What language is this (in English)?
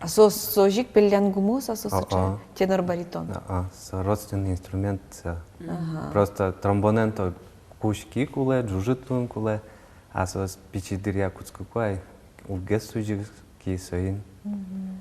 Udmurt